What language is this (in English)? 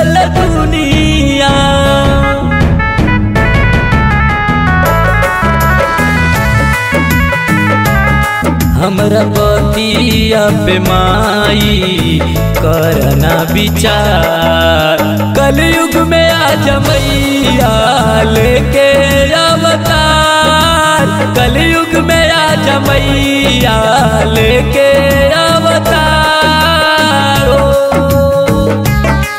Bhojpuri